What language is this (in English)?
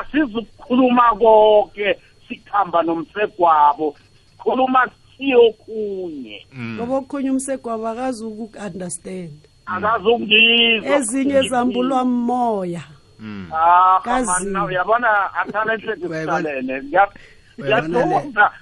South Ndebele